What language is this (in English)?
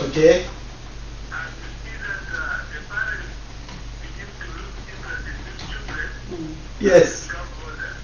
Acoli